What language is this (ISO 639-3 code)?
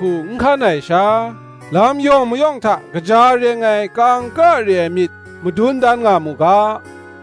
kac